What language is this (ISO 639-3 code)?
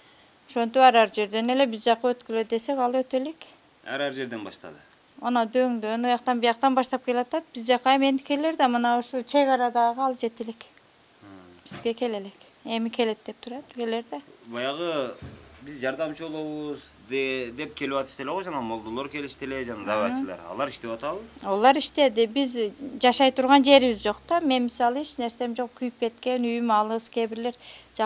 kir